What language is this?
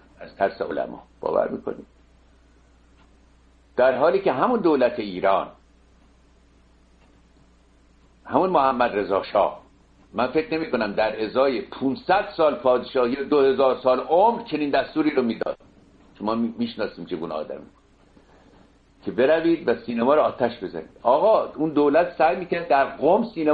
Persian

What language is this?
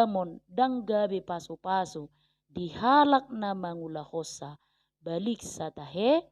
Batak Toba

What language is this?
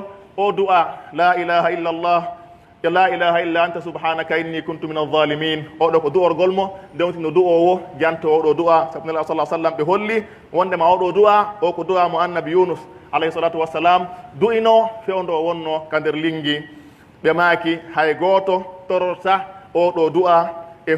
Pular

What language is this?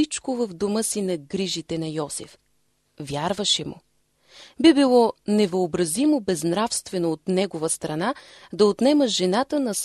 Bulgarian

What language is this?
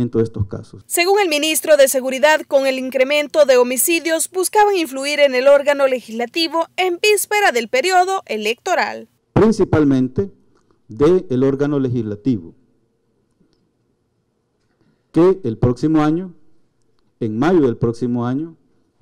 Spanish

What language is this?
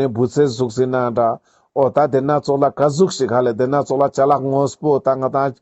Ladakhi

